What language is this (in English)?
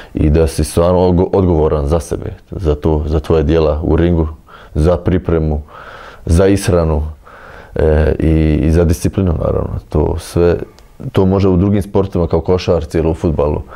Bosnian